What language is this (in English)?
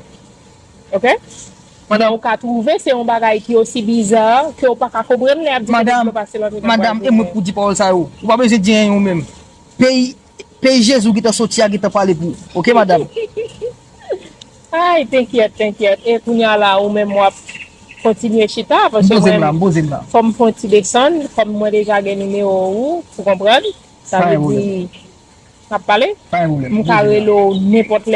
Haitian Creole